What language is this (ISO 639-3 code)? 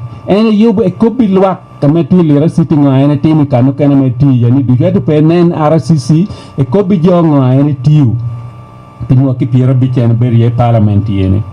laj